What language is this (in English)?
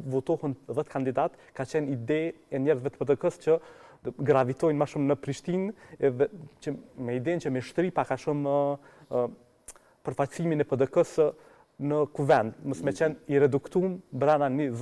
Albanian